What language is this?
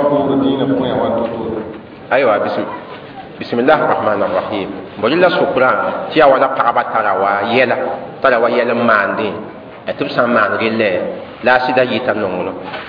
Mossi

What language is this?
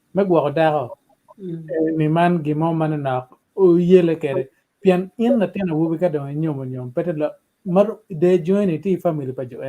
Acoli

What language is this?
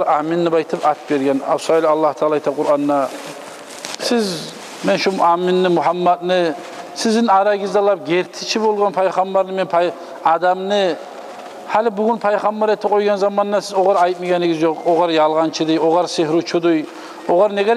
Kumyk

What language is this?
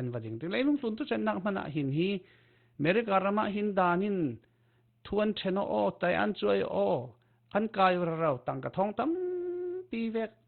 Falam Chin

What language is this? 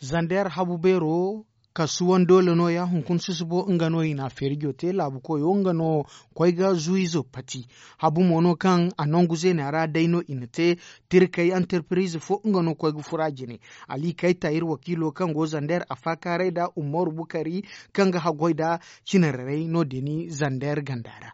Zarma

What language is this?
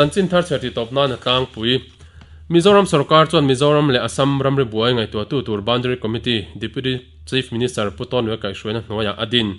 Mizo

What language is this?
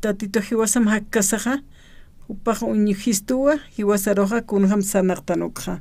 Aymara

